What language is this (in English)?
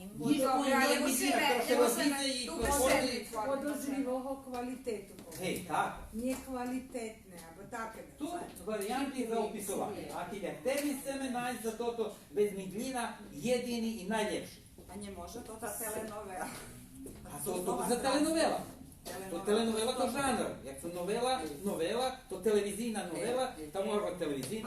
Rusyn